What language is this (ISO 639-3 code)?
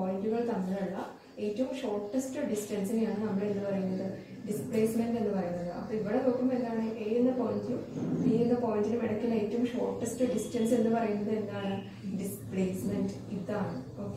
mal